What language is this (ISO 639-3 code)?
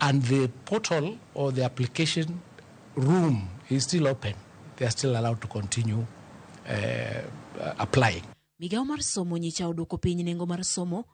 luo